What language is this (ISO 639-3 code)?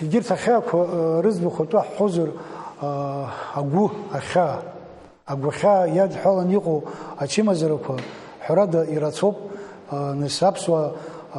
abk